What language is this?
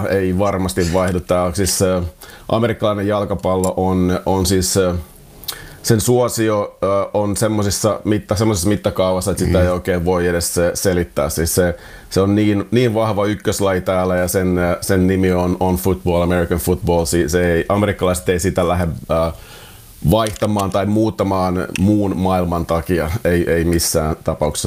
Finnish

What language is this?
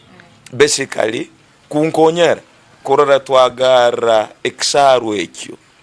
Tooro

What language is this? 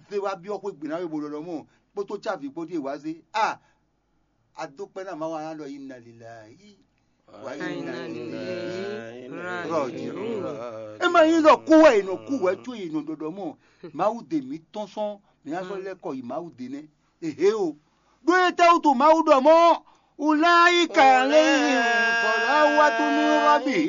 Fon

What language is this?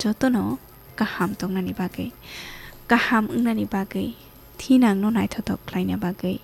Kok Borok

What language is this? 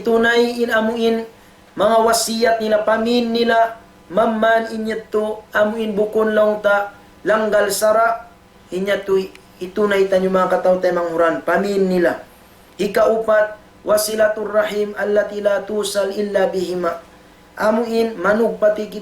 Tausug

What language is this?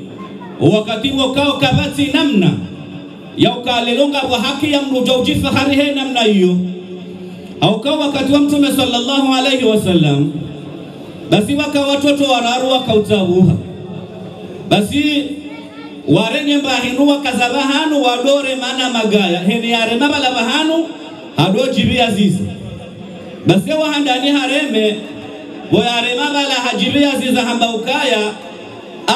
Swahili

